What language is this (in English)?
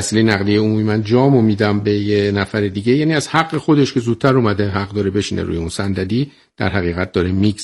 Persian